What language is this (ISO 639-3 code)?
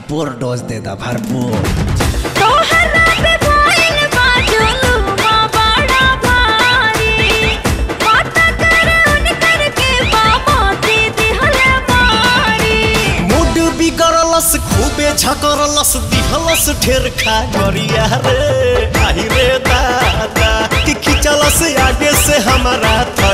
bho